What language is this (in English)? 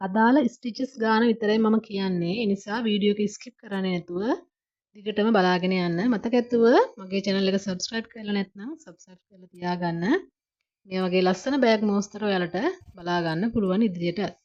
Sinhala